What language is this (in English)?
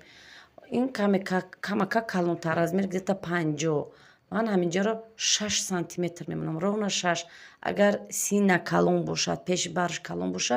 Tajik